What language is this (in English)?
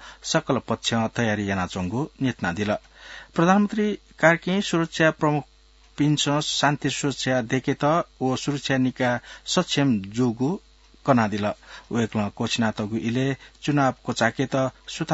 Newari